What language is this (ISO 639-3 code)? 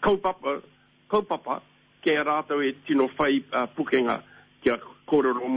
mri